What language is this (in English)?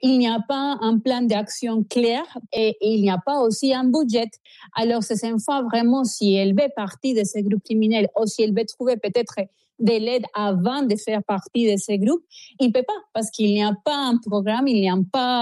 French